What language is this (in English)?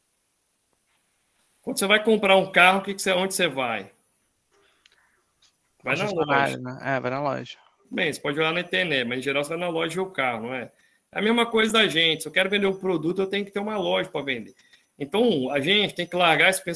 Portuguese